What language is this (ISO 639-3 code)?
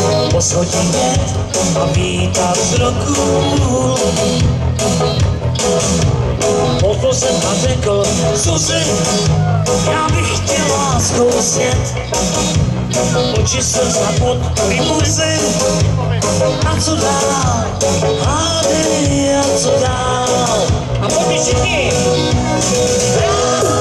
ces